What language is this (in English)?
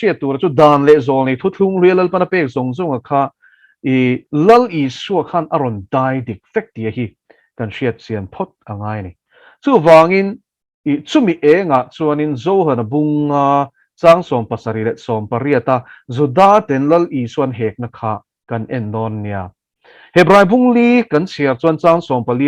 Mizo